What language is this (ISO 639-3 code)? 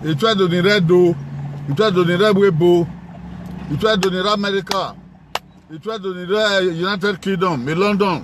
bin